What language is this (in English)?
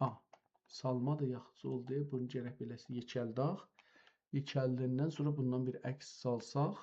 South Azerbaijani